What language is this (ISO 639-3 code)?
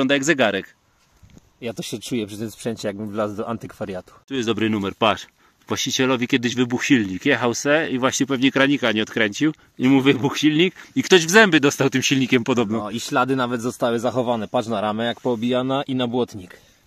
pol